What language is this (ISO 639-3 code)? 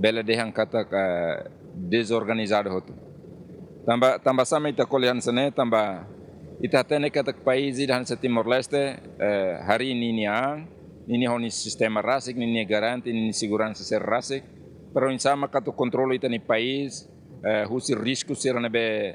tet